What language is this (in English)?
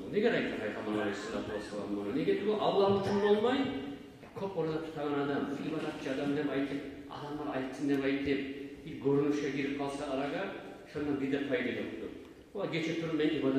Kumyk